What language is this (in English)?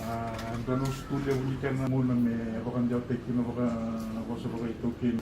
Fijian